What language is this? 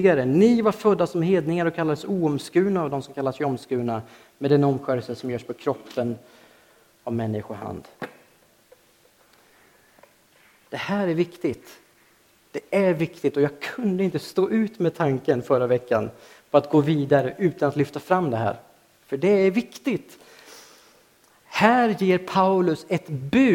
Swedish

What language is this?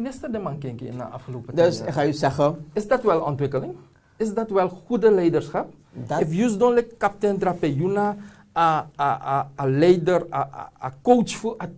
Sranan Tongo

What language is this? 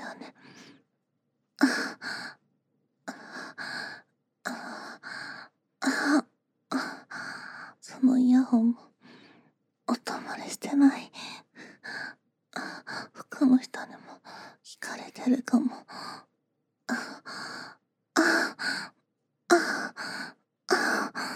Japanese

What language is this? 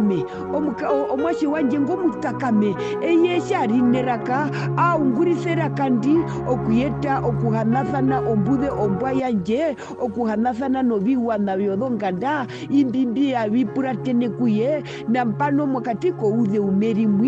Herero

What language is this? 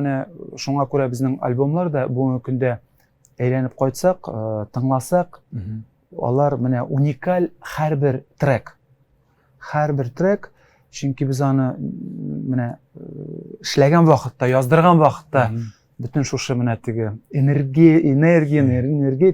Tatar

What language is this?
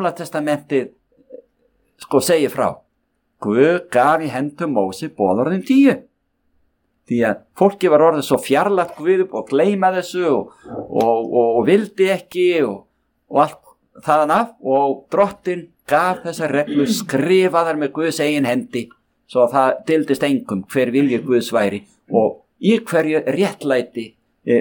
Icelandic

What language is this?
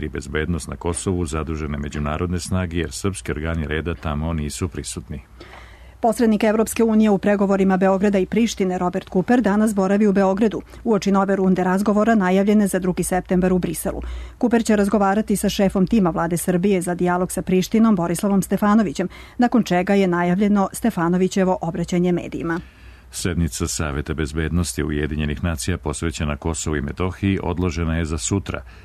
Serbian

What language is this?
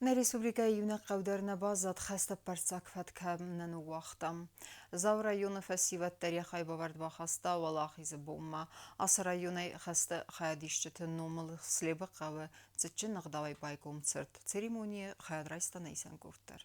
Ossetic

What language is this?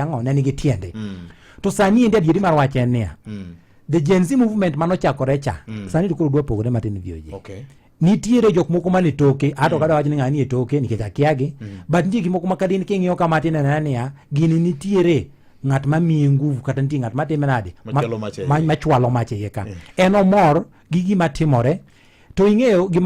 Luo (Kenya and Tanzania)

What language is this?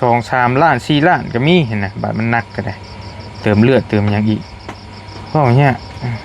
Northeastern Thai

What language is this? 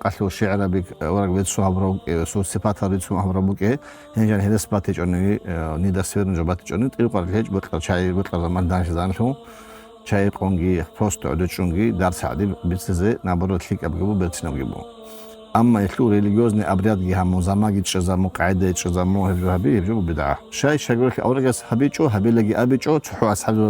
Avaric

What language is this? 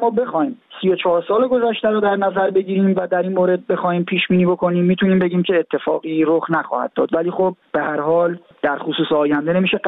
Persian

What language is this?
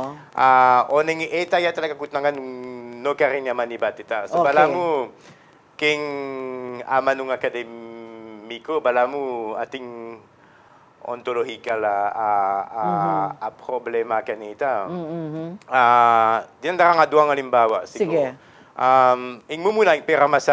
Pampanga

